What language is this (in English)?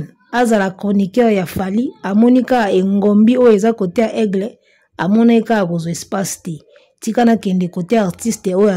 Lingala